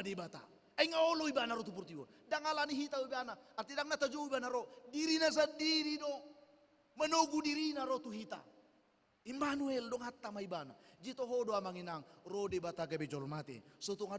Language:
Batak Toba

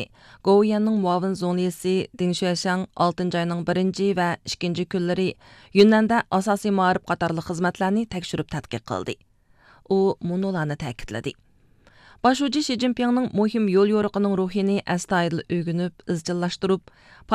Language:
Uyghur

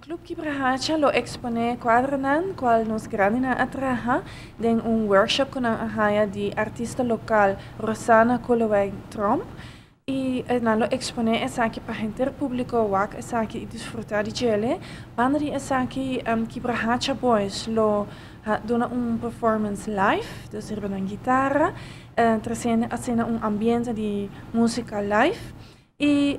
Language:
Papiamento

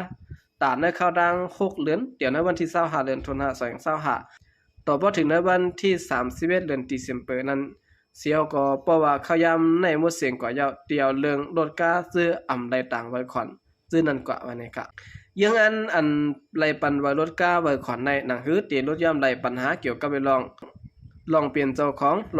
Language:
Shan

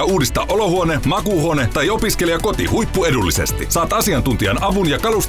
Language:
Finnish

